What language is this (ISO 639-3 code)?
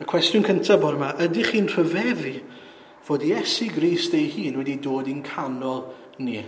cym